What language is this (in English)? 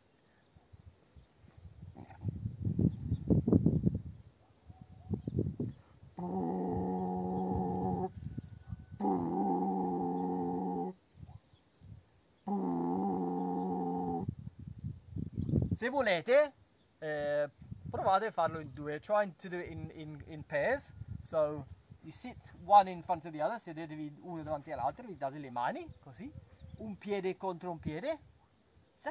Italian